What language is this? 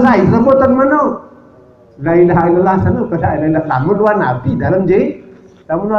Sasak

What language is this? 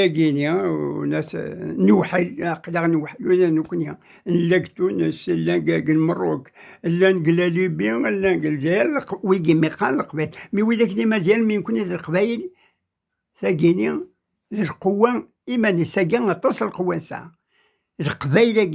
Kabyle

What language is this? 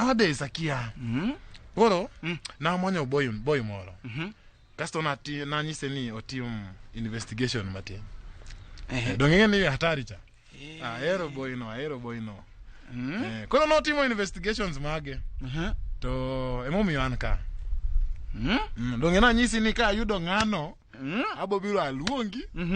Luo (Kenya and Tanzania)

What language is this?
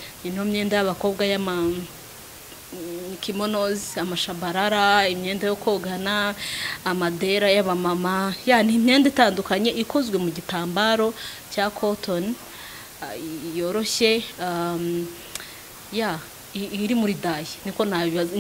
Kinyarwanda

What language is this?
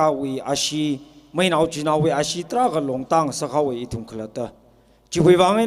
Tangkhul Naga (India)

